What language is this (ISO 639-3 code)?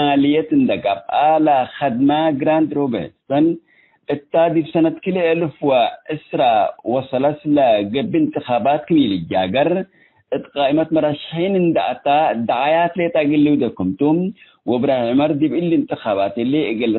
tig